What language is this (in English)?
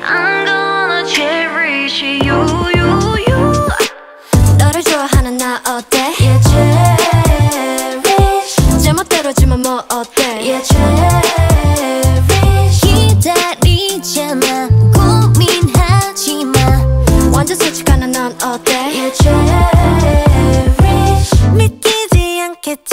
Korean